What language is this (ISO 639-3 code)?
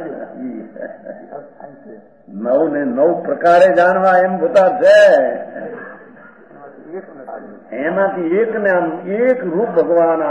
guj